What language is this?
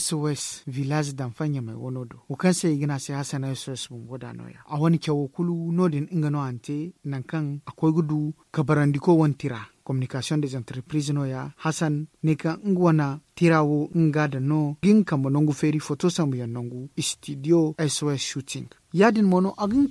Zarma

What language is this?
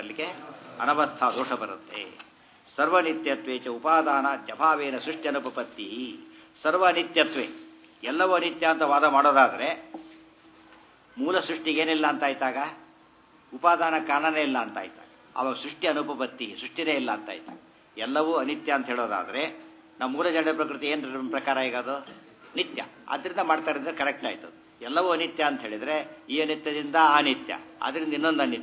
Kannada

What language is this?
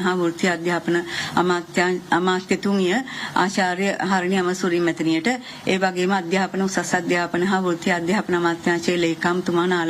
Sinhala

